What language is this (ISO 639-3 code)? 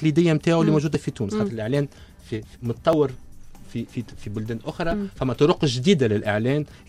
aeb